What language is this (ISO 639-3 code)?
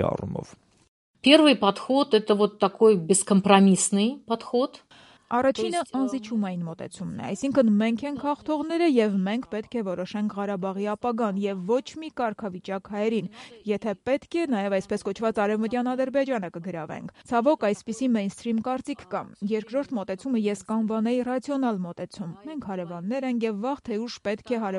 hye